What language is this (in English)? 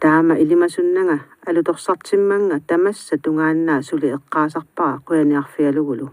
Kalaallisut